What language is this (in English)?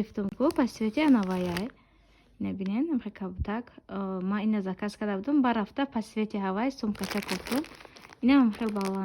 Tajik